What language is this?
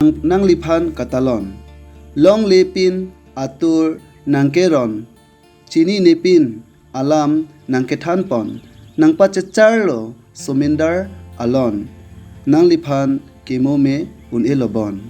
Karbi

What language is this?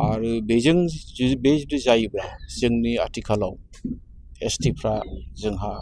Bodo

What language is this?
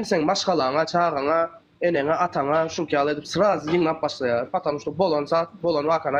Turkmen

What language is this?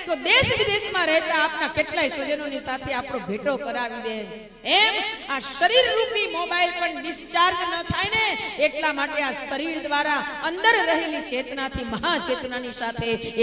Gujarati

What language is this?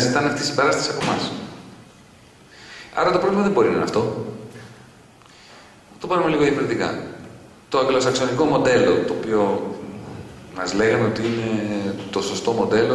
Greek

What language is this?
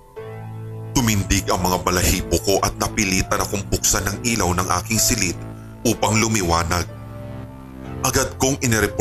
Filipino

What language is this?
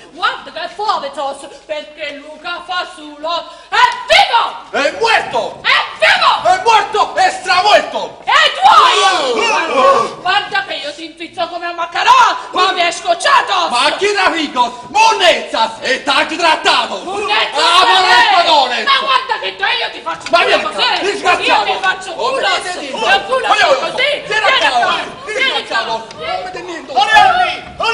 Neapolitan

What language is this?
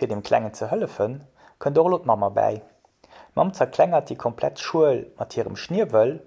Luxembourgish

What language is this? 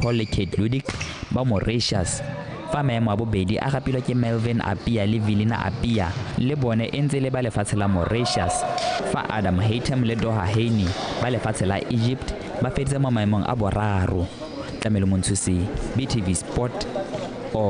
Tswana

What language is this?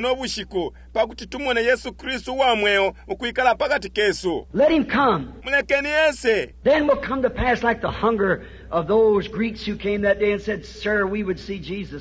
Bemba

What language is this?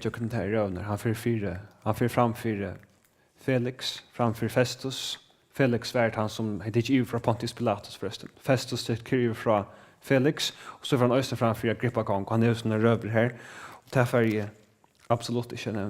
Faroese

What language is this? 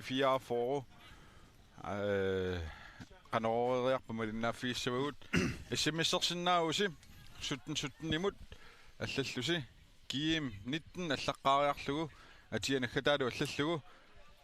Kalaallisut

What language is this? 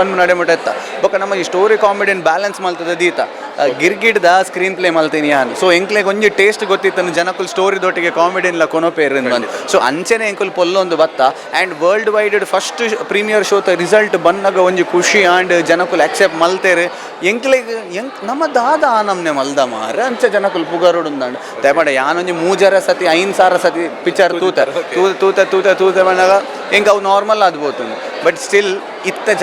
Tulu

